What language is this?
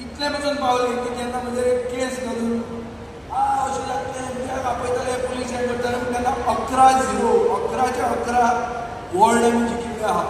Konkani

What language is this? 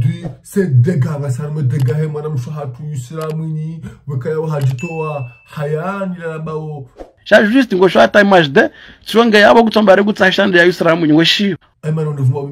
Ngazidja Comorian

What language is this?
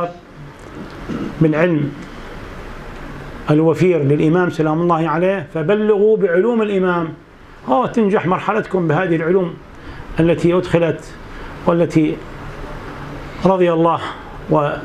Arabic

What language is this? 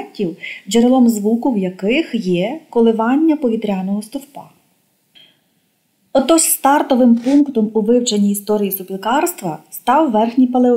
Ukrainian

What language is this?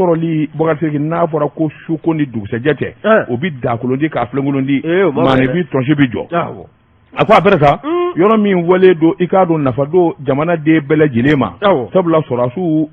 Bambara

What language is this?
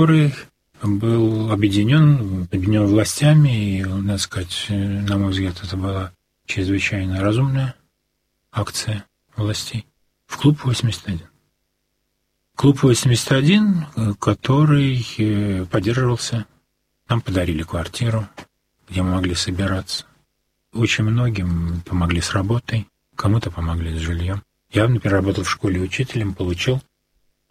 Russian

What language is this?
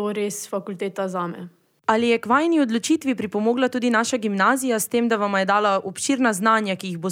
Slovenian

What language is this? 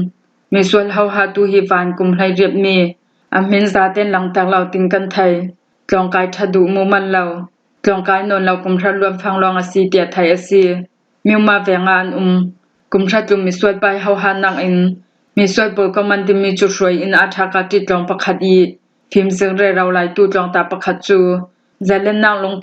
Hakha Chin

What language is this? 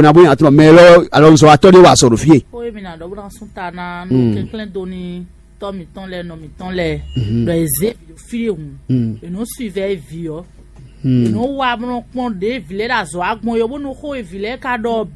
Fon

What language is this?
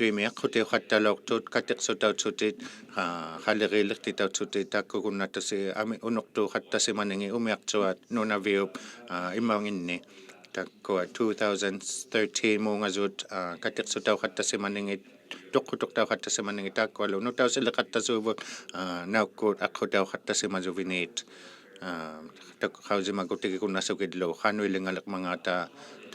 Inuktitut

